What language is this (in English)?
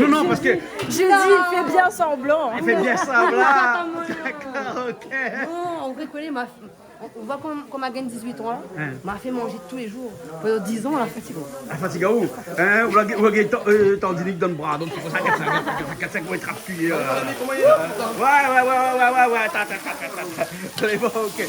Réunion Creole French